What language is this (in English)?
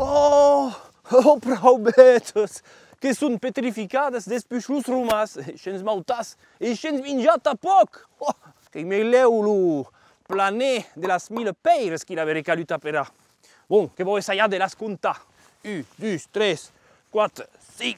Occitan